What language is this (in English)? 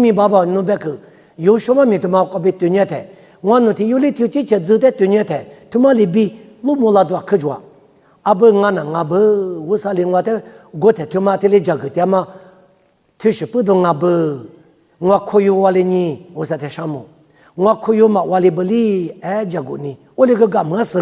Lisu